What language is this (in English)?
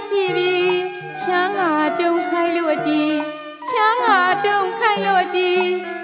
Burmese